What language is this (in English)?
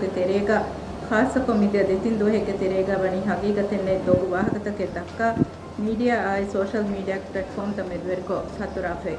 Divehi